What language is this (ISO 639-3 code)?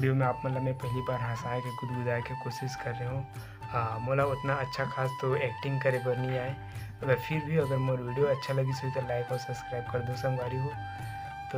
hne